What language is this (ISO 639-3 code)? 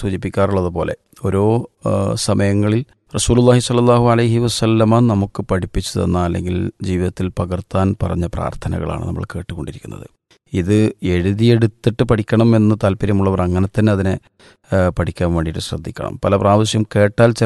mal